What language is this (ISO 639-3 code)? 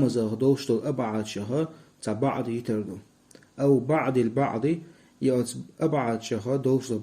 che